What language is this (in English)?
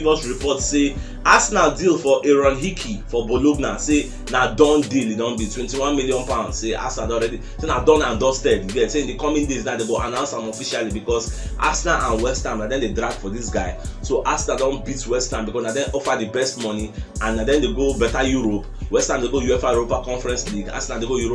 Nigerian Pidgin